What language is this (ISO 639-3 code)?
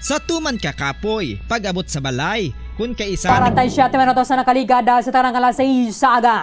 hil